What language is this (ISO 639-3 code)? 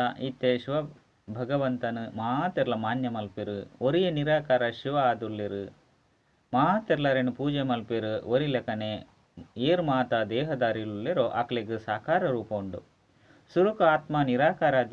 tcy